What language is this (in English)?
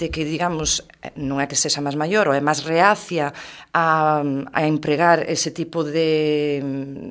Galician